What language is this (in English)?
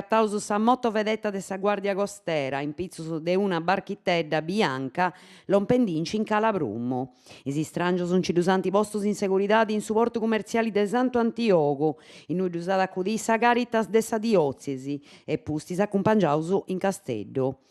Sardinian